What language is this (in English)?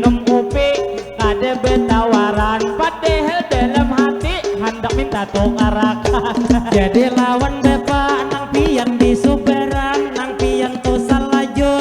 Banjar